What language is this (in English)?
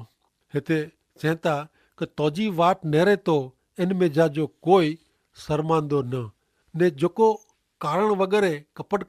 Kachhi